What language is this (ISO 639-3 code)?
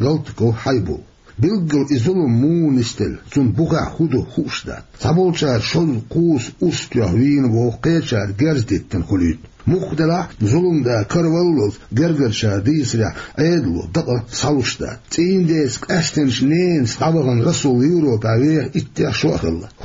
che